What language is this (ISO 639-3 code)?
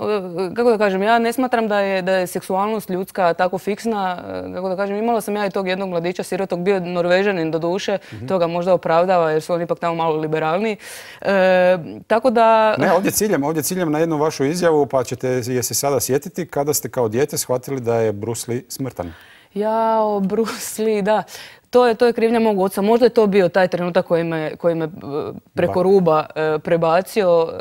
hrv